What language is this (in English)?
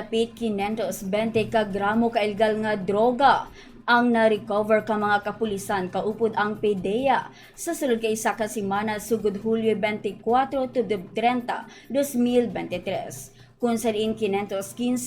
Hiligaynon